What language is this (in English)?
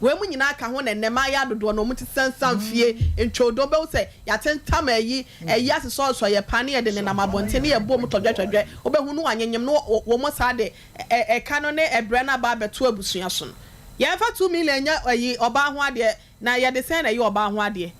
Akan